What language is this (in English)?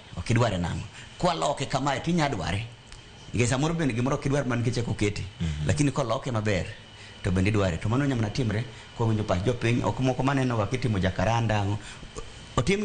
Luo (Kenya and Tanzania)